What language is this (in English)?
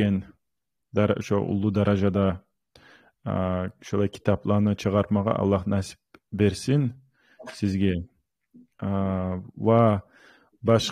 Kumyk